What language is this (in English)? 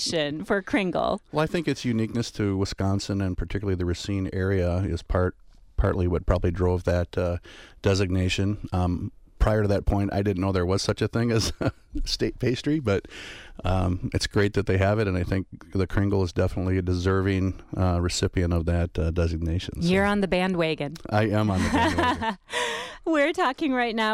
English